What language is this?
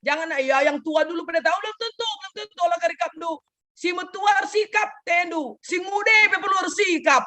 Batak Karo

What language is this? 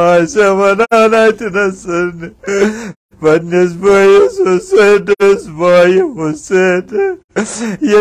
Kashmiri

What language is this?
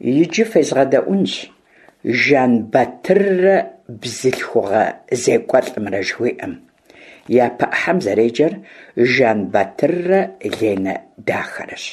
Kabardian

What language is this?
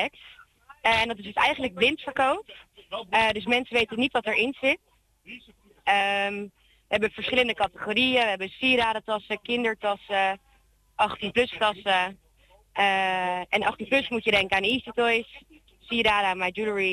Dutch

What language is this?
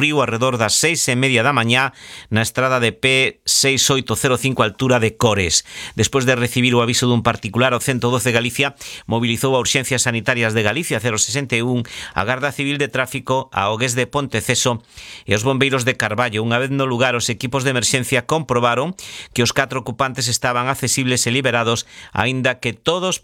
Galician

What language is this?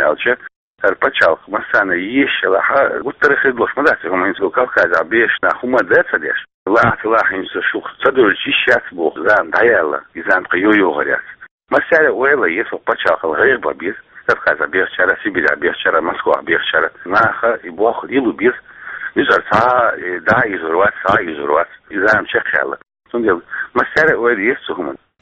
Chechen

